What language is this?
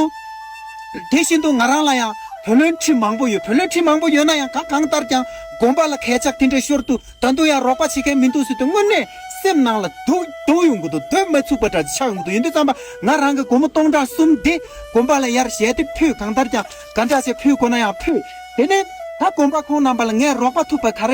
Tibetan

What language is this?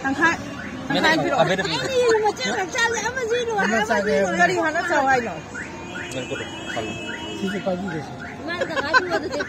Manipuri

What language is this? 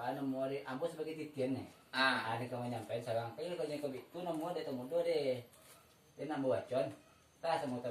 Minangkabau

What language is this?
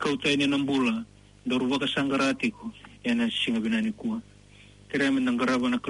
Fijian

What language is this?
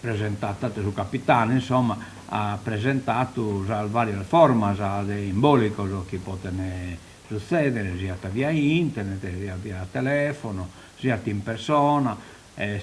Sardinian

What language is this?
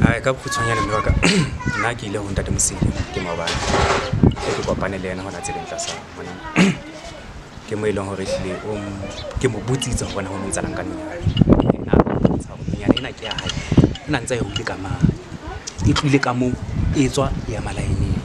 Southern Sotho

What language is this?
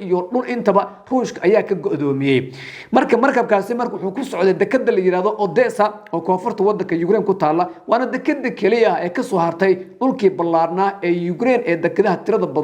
Somali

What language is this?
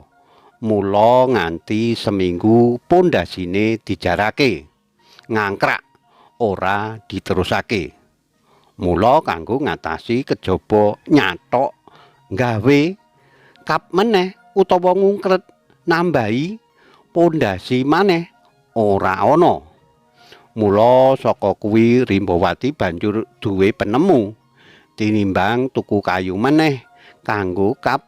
Javanese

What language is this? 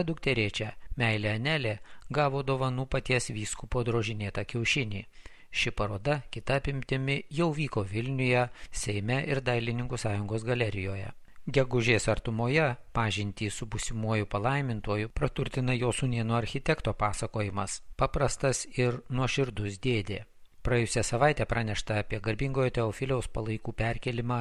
Lithuanian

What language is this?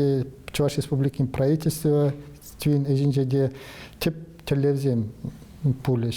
Chuvash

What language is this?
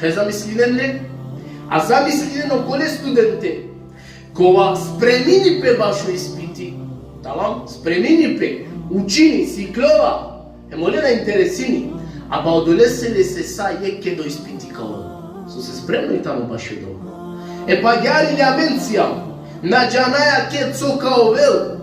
Balkan Romani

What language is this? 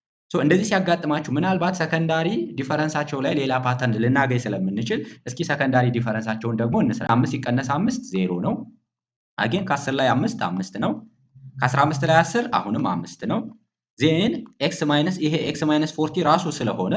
Amharic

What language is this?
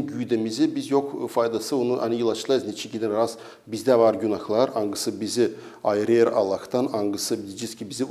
Gagauz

